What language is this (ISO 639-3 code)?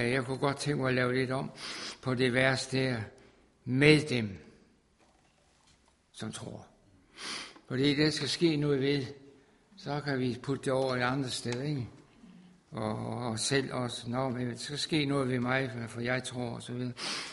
dan